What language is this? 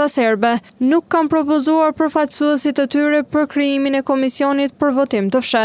Albanian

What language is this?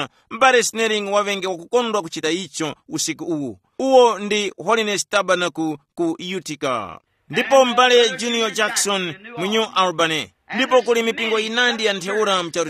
Tumbuka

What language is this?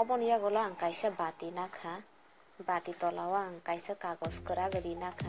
Kok Borok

